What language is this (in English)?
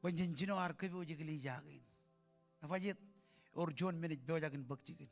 Marshallese